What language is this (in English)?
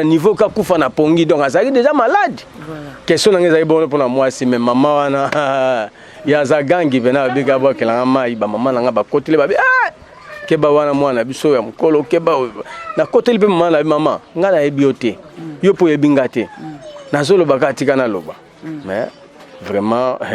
Lingala